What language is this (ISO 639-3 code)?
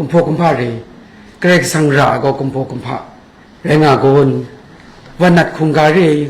kac